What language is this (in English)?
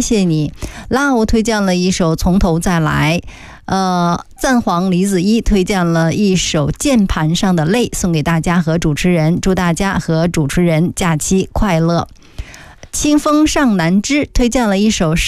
Chinese